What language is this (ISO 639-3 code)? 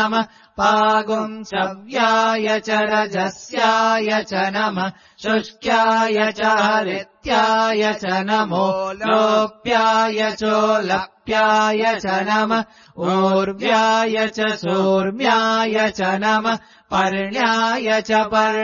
san